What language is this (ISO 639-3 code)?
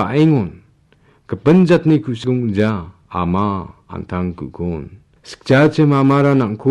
grt